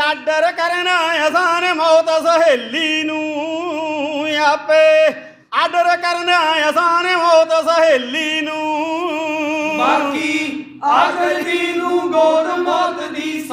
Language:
Punjabi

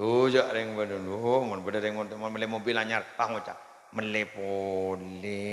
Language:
Madurese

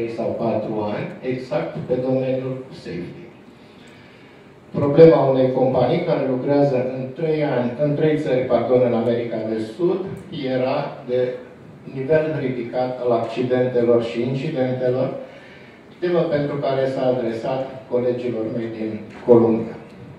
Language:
Romanian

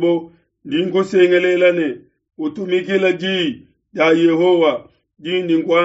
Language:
Luba-Lulua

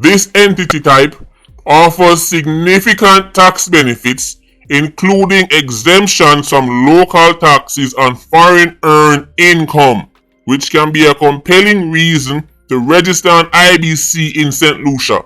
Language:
Jamaican Creole English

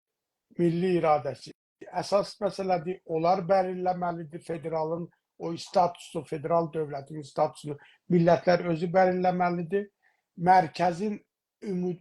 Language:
South Azerbaijani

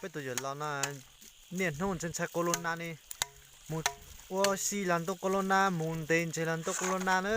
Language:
Hmong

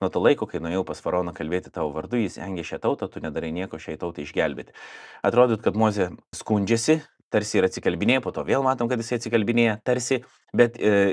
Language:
Lithuanian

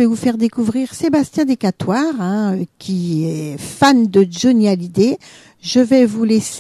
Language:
French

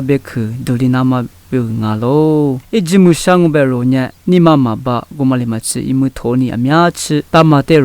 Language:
Lisu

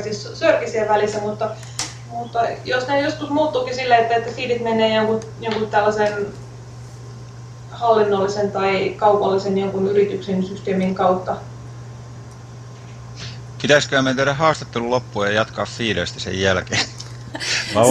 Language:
Finnish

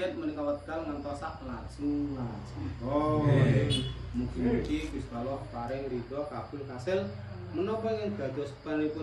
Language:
Javanese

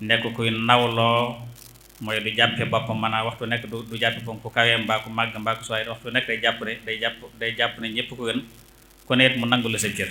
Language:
Wolof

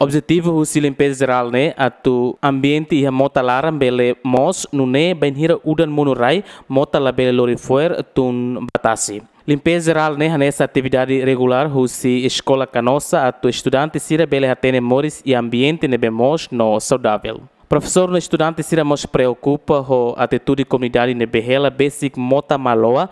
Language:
Tetum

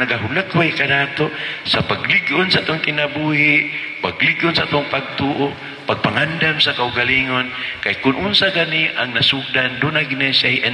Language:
Cebuano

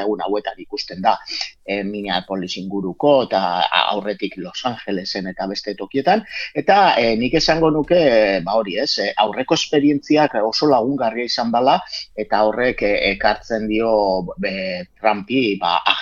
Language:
Basque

